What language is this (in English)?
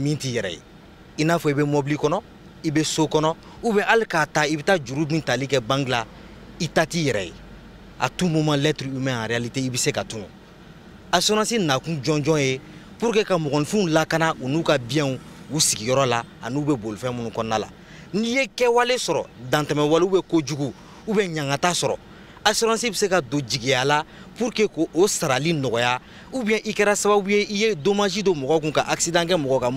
Bambara